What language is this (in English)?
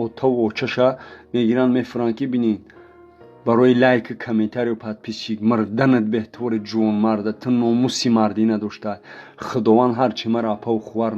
Tajik